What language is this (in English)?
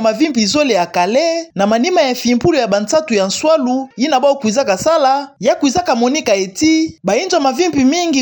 Kituba (Democratic Republic of Congo)